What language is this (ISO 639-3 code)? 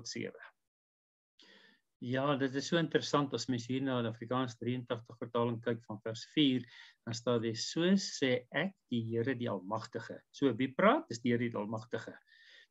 afr